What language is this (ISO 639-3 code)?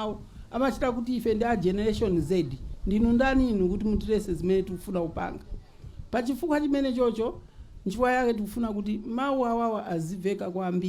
nya